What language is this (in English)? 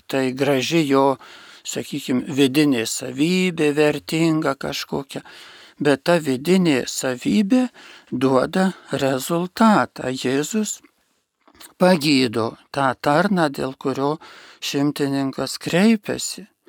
Lithuanian